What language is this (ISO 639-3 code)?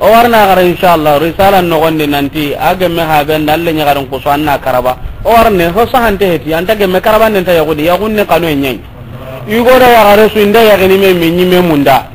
snk